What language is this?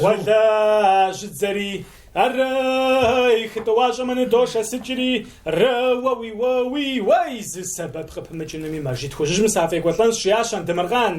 Kabardian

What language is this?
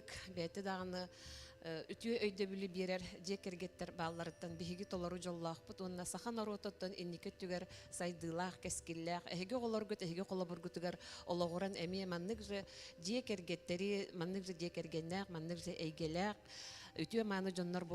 Yakut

